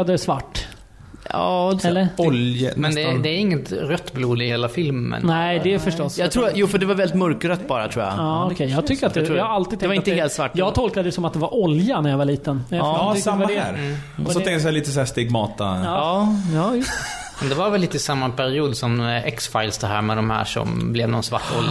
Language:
Swedish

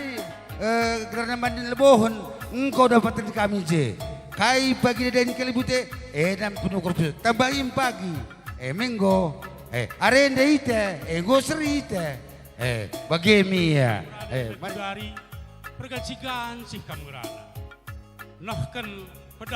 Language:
Batak Karo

